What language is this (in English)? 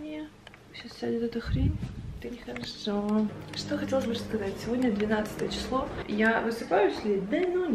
Russian